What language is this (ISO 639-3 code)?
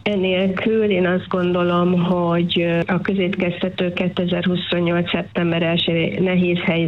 hun